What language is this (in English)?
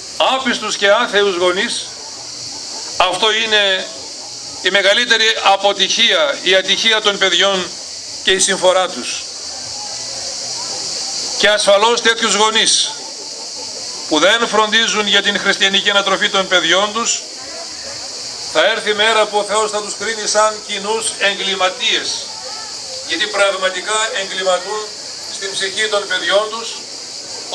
Greek